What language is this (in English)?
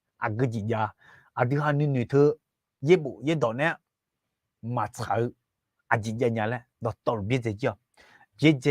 Akha